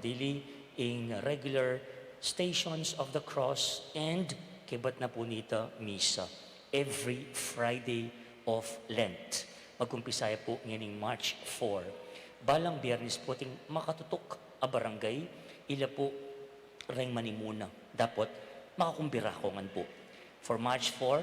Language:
Pampanga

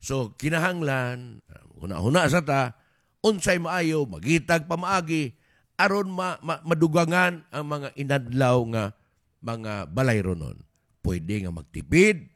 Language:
Cebuano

